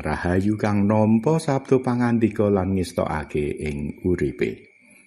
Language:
Javanese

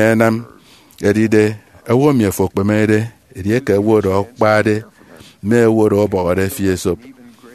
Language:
Efik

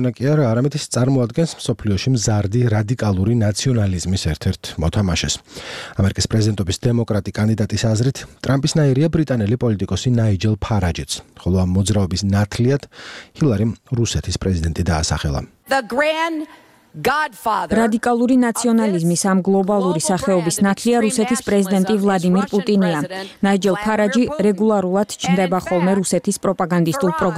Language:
Georgian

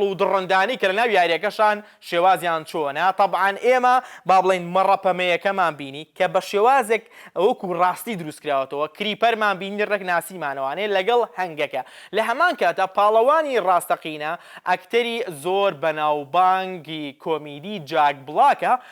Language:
Central Kurdish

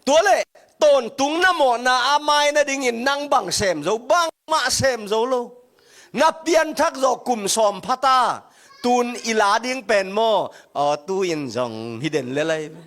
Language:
Tedim Chin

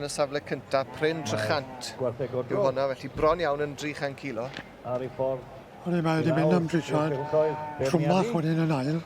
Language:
Welsh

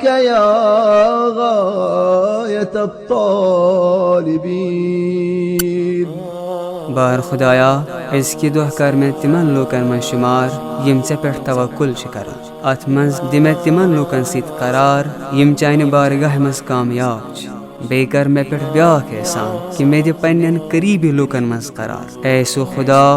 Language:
Kashmiri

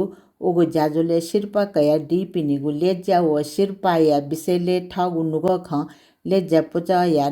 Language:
Newari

